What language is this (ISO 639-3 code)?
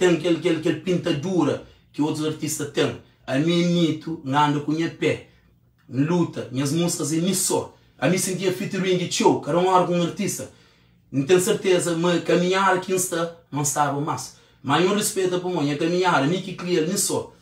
kea